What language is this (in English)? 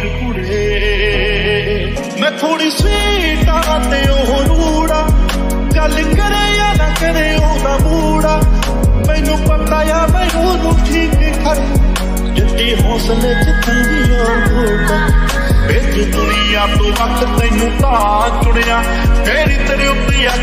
Punjabi